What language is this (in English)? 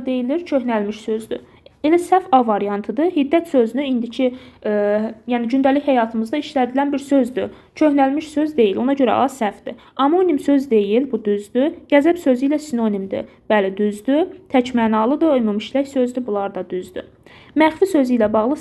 Azerbaijani